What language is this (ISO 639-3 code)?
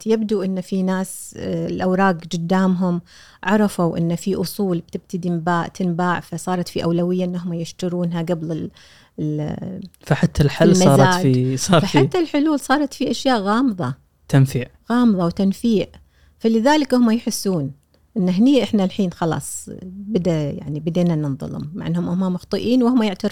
afb